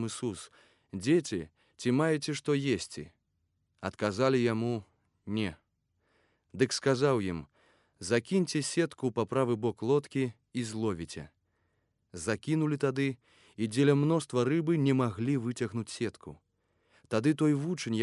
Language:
Belarusian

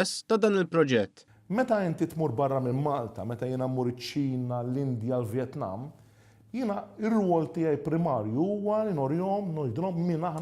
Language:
Maltese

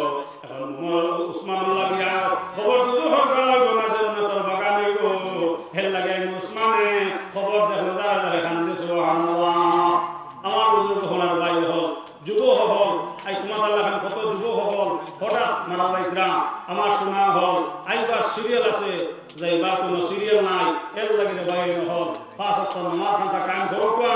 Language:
Sylheti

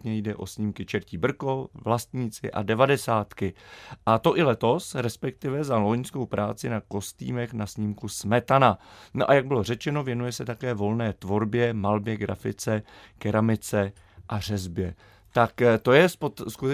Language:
Czech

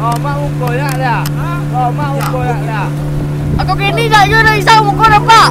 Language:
Minangkabau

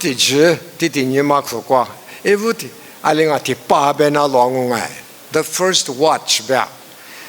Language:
Lisu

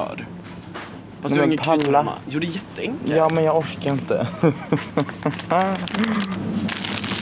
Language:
Swedish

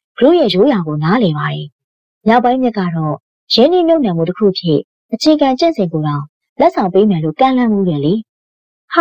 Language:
Burmese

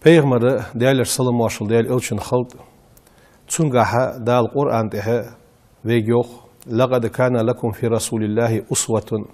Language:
Ingush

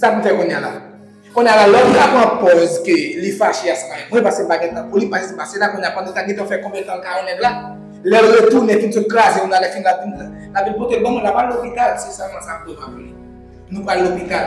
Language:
Haitian Creole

